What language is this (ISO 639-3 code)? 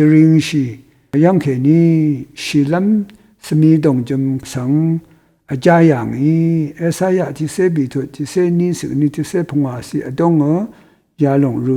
raw